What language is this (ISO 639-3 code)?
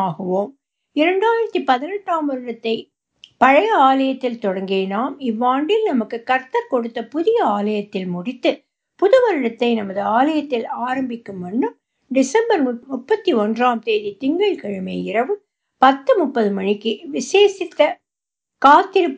tam